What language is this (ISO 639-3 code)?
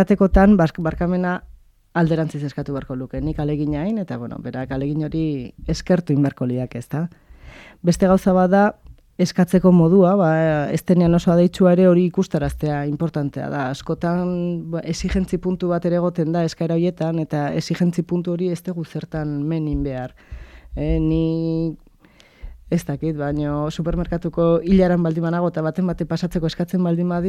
eus